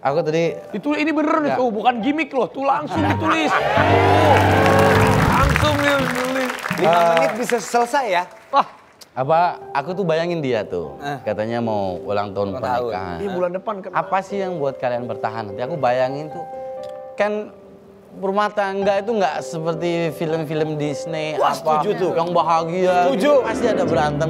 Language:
Indonesian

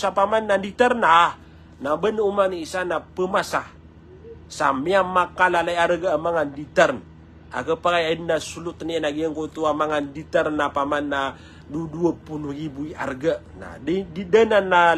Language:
Maranao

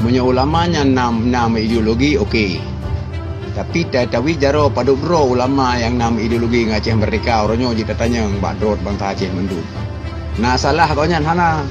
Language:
Achinese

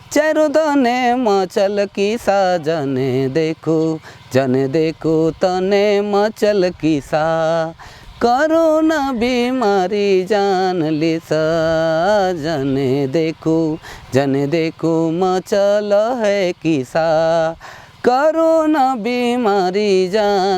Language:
Sadri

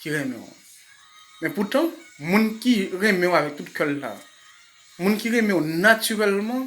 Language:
Haitian Creole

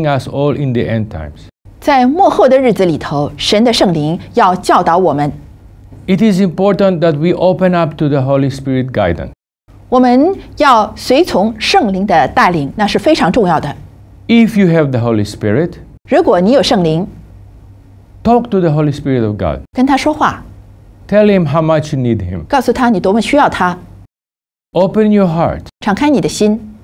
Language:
Chinese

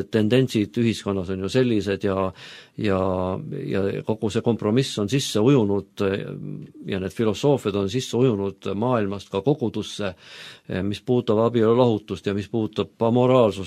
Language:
Estonian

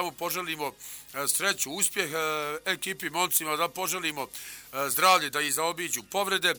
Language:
Bosnian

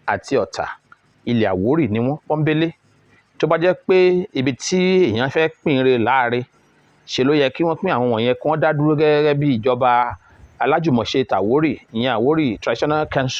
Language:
Yoruba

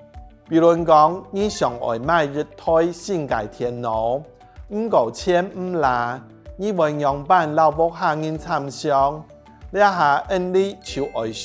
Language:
Hakka Chinese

